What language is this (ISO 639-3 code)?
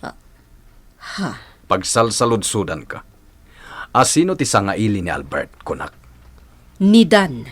ilo